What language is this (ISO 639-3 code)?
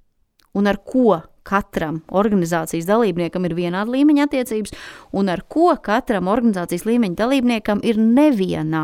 lav